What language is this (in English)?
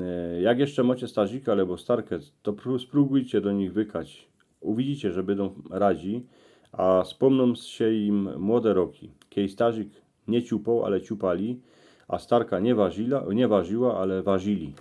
Silesian